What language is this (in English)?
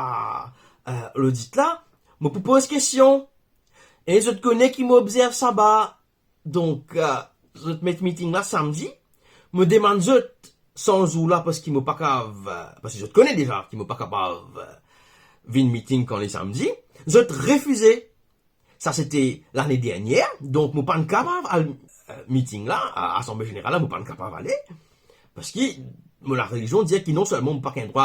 Morisyen